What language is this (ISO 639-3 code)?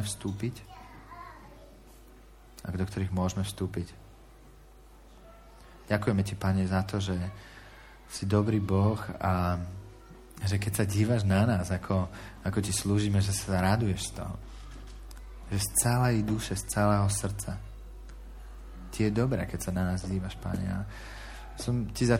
slk